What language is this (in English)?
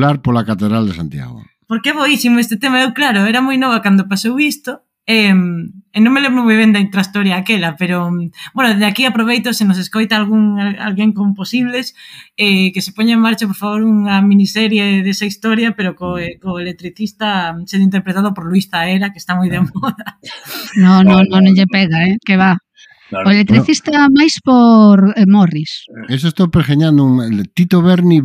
Galician